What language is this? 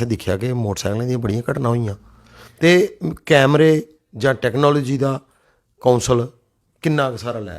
Dogri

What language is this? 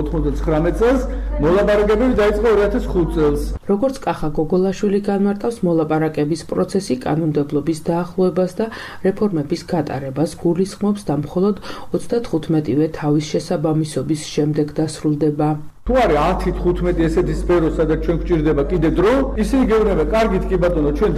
Georgian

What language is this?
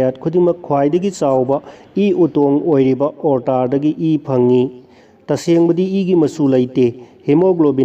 Manipuri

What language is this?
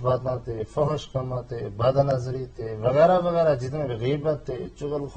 Gujari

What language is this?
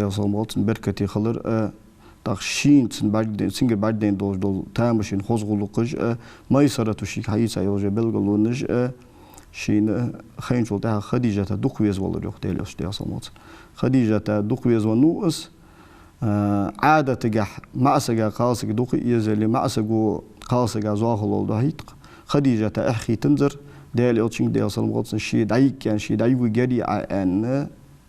Ingush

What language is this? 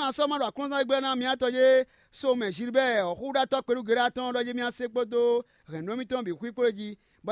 Fon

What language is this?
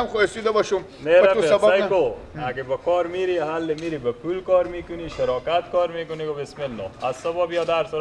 Persian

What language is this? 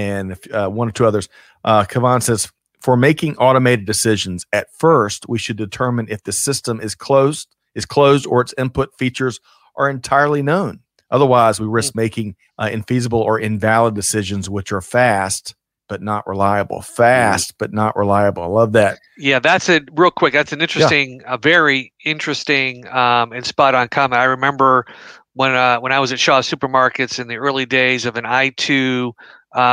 English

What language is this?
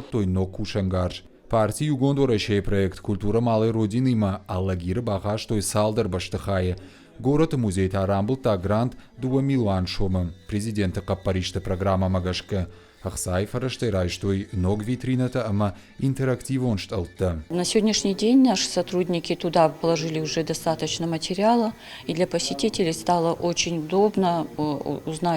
Ossetic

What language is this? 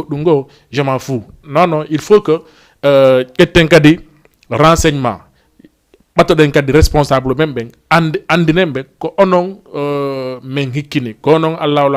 Fula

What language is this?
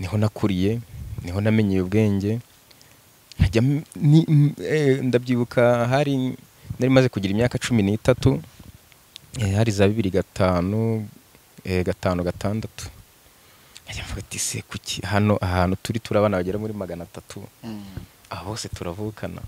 Kinyarwanda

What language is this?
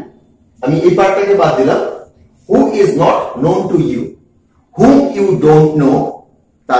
Bangla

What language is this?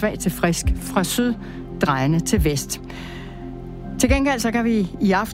Danish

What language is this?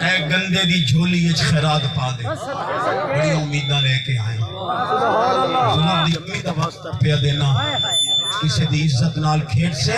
Saraiki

